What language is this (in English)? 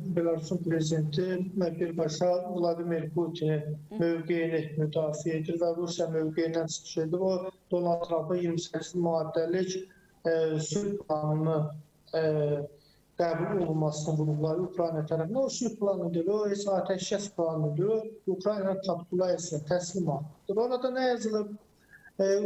Azerbaijani